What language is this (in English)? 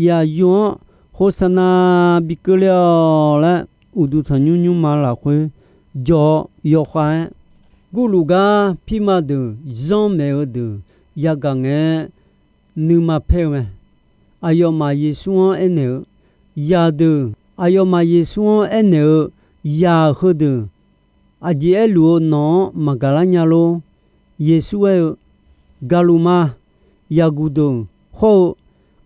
Akha